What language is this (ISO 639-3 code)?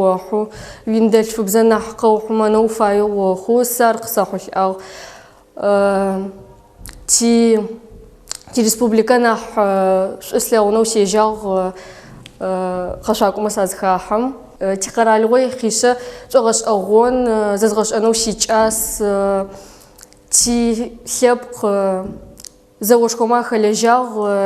ady